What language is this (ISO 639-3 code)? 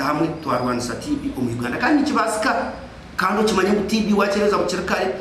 nyn